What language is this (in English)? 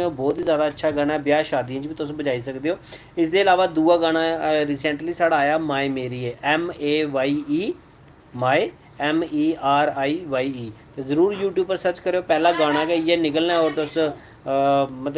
Dogri